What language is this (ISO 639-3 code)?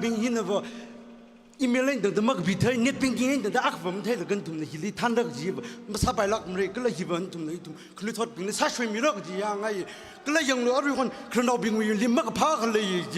nmf